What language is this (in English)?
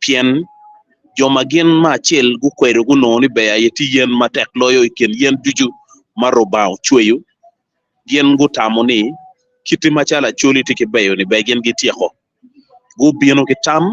Acoli